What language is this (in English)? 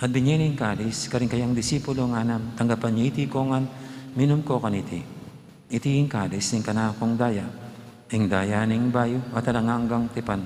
Pampanga